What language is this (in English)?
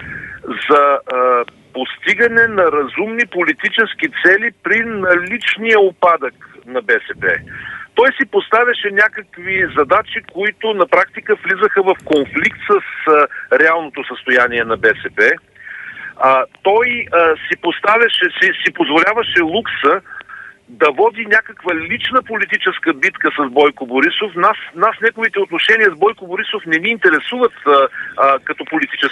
Bulgarian